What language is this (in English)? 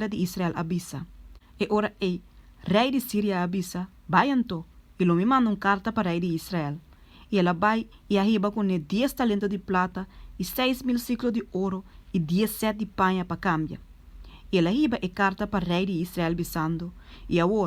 Papiamento